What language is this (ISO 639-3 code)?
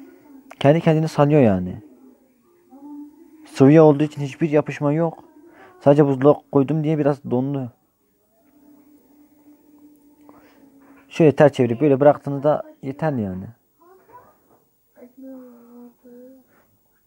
tur